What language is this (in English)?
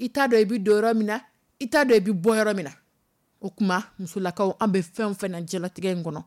Dyula